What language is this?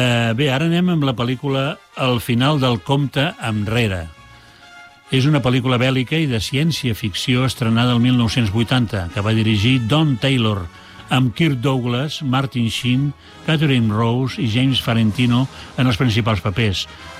Catalan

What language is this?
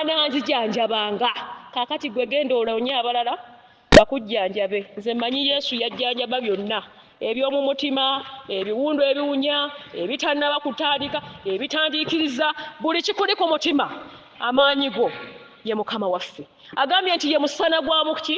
Ganda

